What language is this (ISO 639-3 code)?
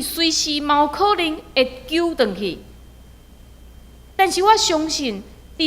nan